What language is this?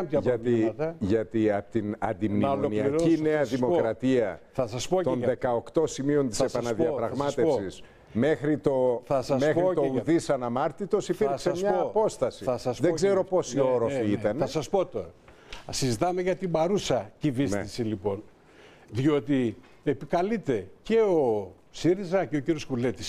Greek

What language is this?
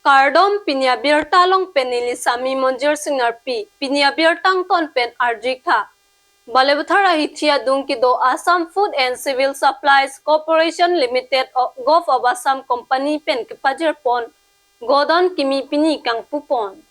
Karbi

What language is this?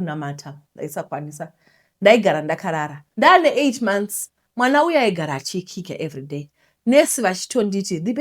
Shona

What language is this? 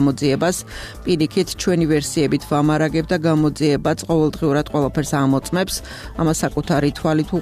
Georgian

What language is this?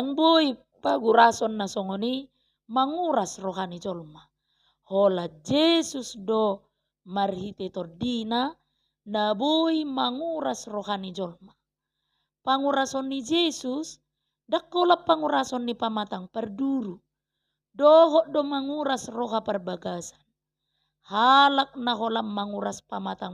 Batak Toba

